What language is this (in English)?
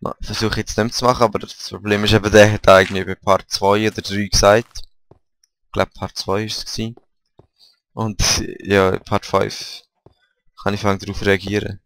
Swiss German